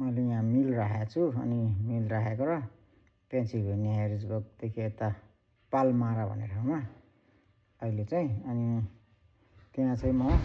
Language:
Nepali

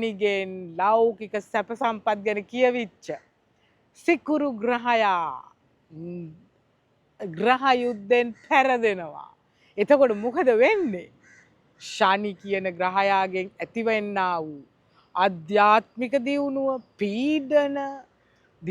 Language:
Sinhala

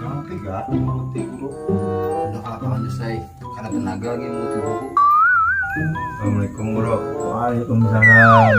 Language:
Banjar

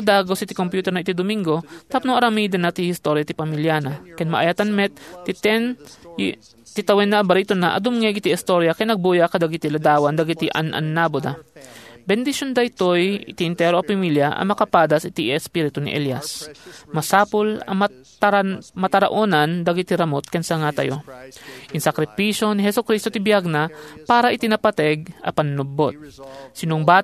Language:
Iloko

